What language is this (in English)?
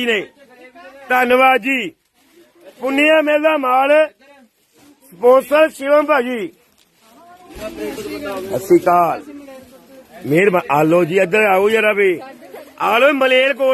Punjabi